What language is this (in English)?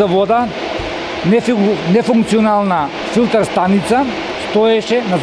Macedonian